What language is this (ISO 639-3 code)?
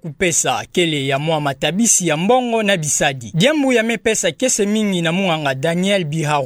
ktu